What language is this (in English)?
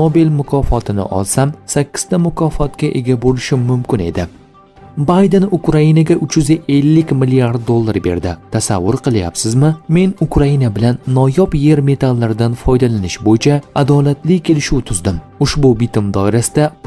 Uzbek